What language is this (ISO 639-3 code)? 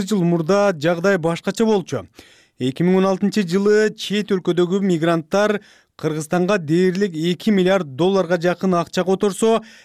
kir